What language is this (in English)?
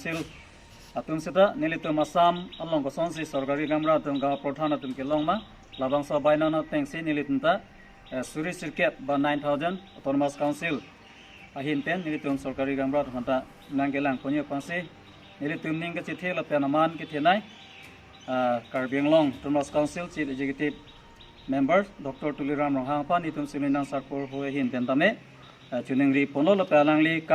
Karbi